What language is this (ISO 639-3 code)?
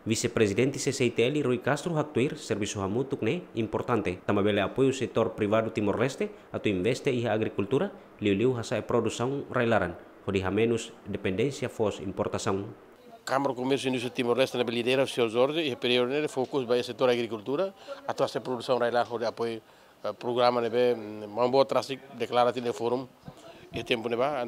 tet